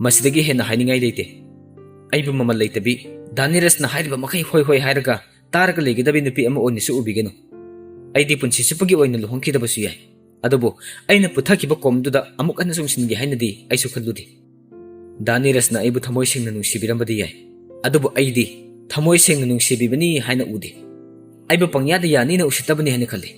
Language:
Manipuri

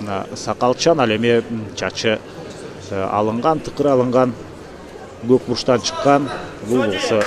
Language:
Kyrgyz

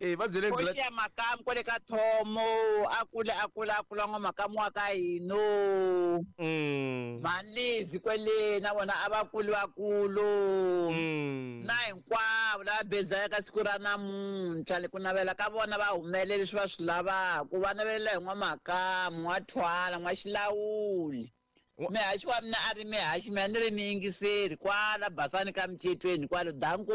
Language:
Tsonga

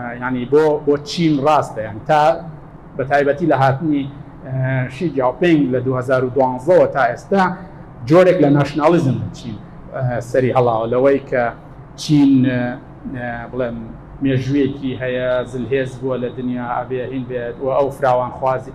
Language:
Central Kurdish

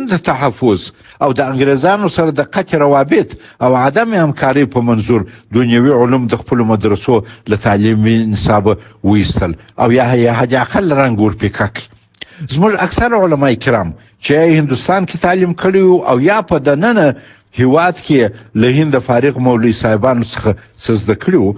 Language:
Pashto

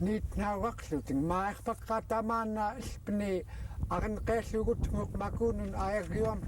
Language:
Central Yupik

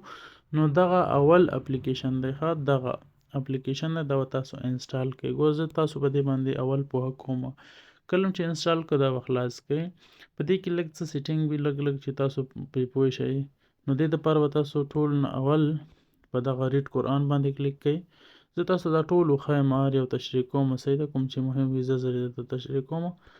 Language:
Pashto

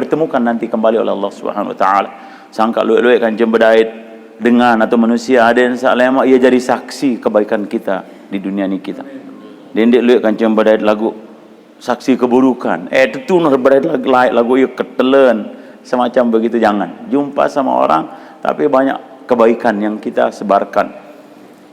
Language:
Sasak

